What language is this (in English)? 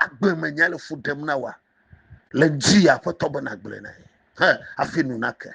Ewe